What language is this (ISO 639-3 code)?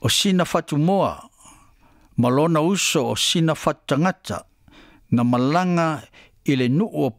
smo